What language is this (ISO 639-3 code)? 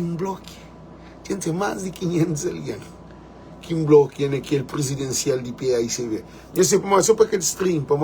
kea